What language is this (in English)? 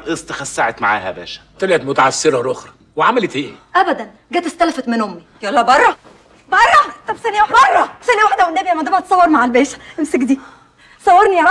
Egyptian Arabic